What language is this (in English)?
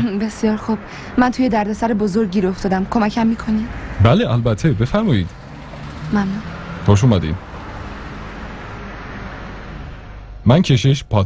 Persian